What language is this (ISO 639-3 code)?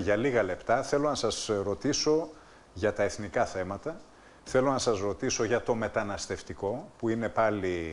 ell